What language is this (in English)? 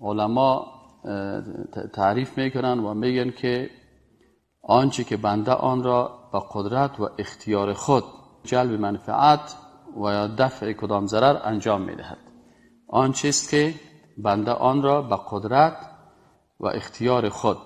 Persian